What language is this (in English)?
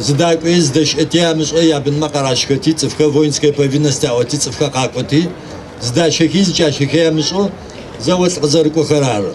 Adyghe